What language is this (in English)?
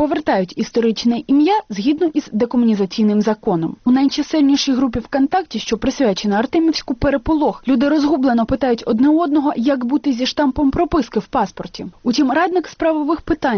Ukrainian